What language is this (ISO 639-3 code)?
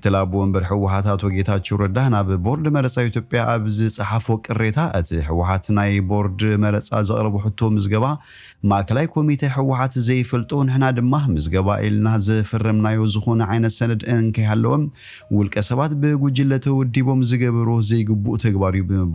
tir